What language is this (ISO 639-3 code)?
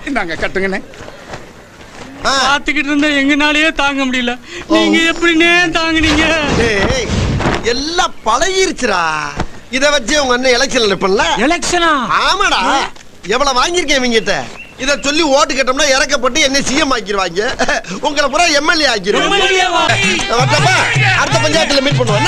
tam